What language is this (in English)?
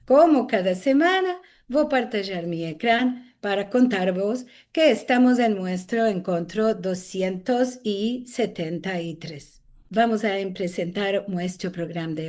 Ladino